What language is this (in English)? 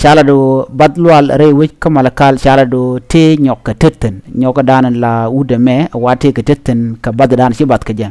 Nuer